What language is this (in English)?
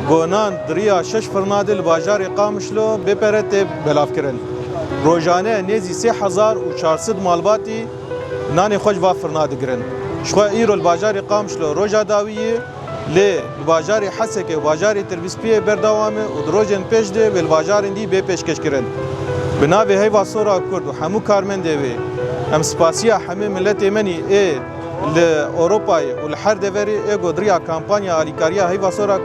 Kurdish